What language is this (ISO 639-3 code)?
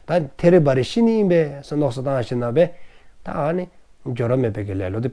dzo